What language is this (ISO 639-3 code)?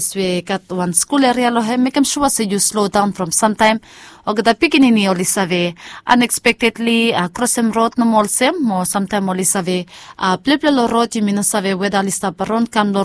bis